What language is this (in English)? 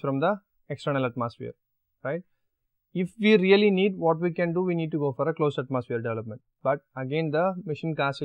English